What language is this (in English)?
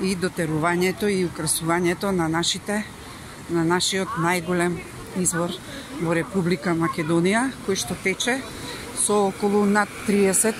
Macedonian